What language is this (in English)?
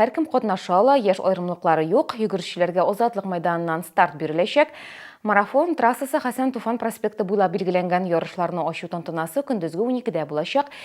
Tatar